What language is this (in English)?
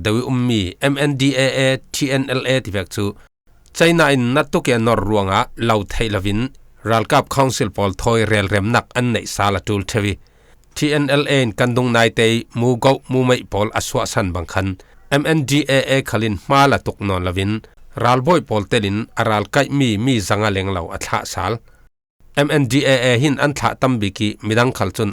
Falam Chin